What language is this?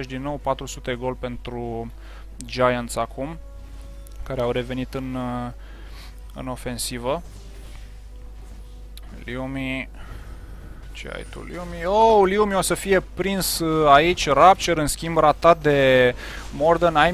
Romanian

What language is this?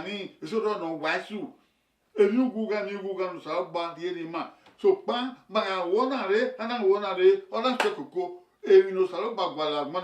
Bini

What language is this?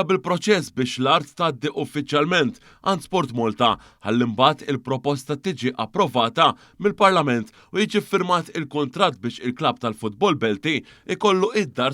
Maltese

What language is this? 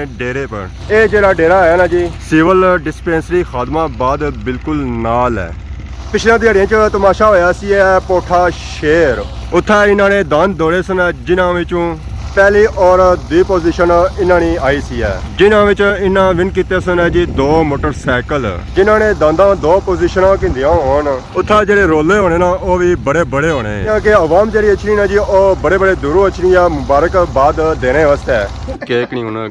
Pahari-Potwari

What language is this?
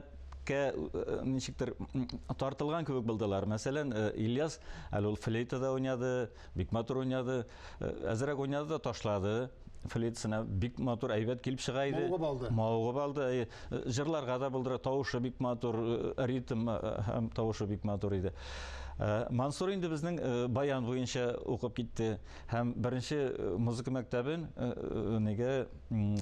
Tatar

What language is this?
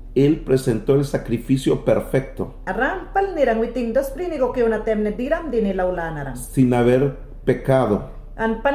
Mayangna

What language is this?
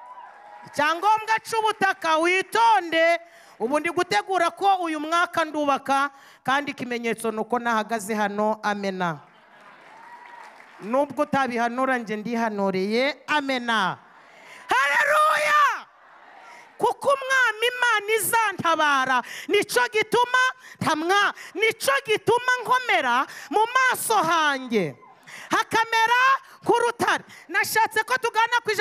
Kinyarwanda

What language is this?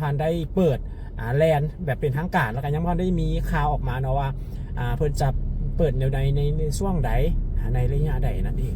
Lao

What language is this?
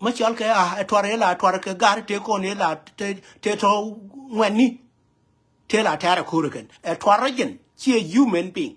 Nuer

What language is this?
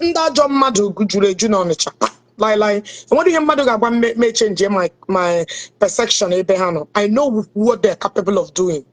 Igbo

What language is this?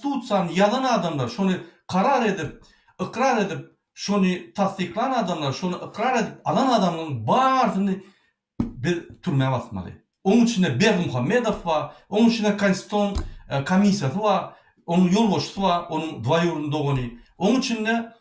Turkmen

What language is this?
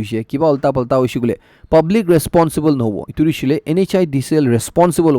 Naga Pidgin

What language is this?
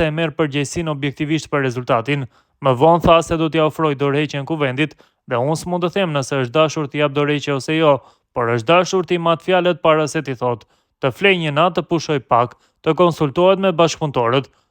Albanian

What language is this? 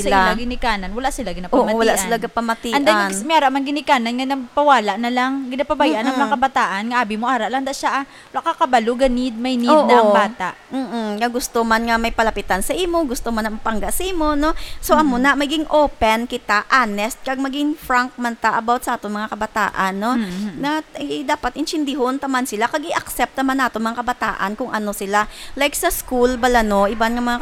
Hiligaynon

